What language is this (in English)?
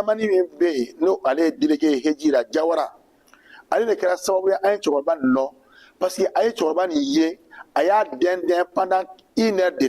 Bambara